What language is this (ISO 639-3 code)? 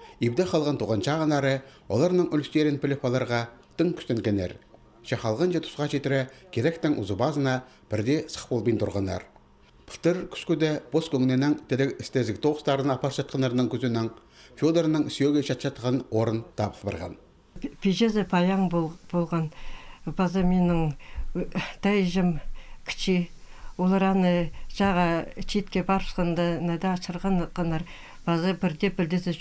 kjh